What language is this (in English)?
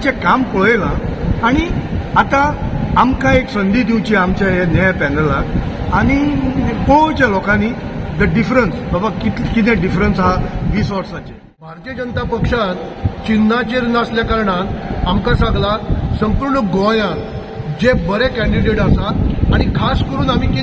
Konkani